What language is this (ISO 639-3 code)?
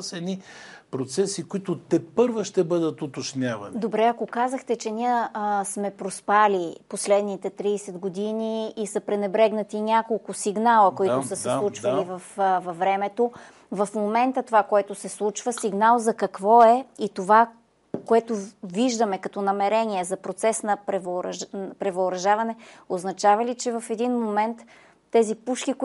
bul